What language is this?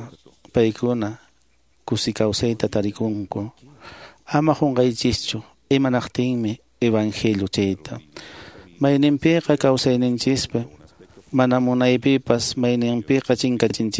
Quechua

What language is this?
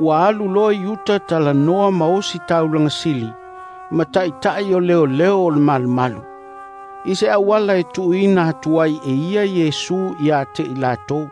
Samoan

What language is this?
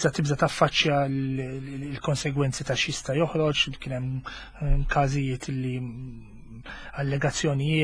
Maltese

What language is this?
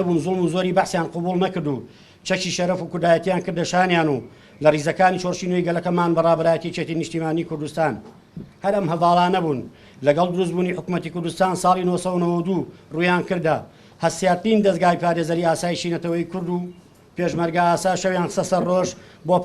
Central Kurdish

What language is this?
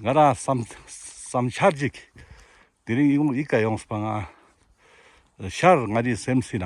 Ladakhi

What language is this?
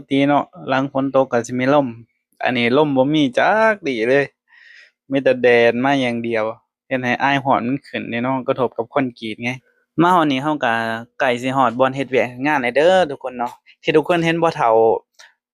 Lao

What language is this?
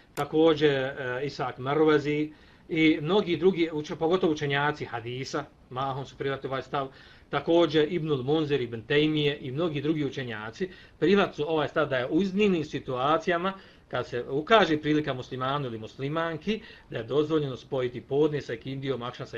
Bosnian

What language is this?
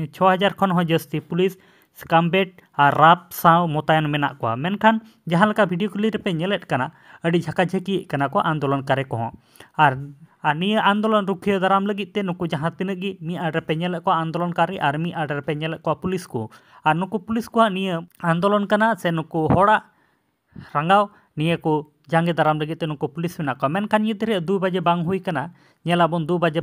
Santali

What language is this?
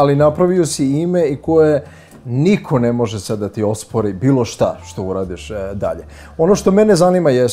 Serbian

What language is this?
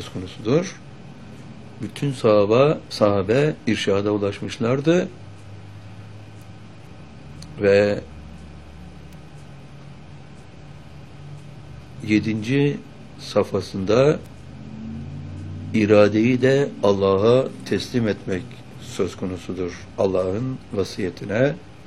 Turkish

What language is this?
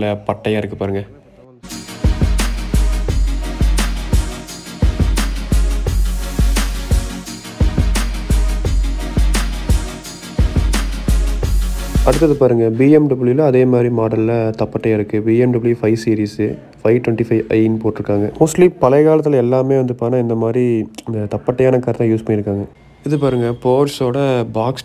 Tamil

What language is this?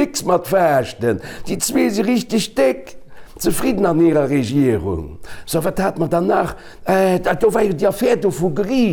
Luxembourgish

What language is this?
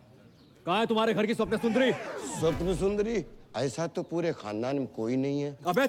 Hindi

